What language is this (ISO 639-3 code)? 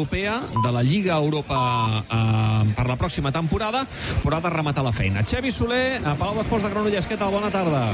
cat